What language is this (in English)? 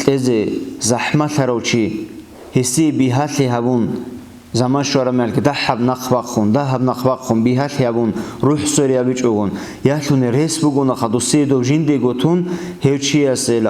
Avaric